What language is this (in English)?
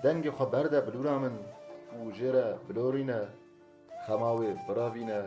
Kurdish